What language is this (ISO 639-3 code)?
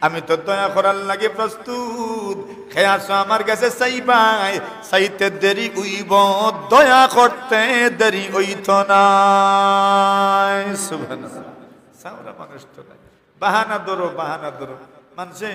syl